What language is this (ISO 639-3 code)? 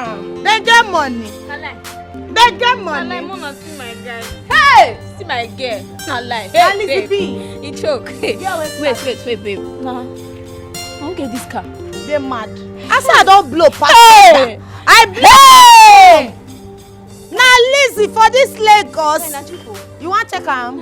pcm